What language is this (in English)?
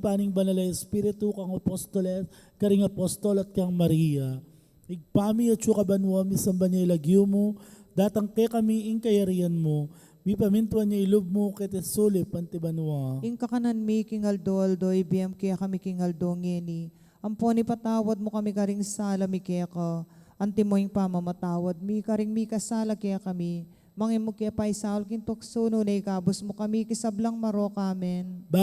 Pampanga